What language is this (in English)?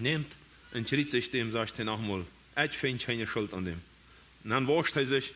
Plautdietsch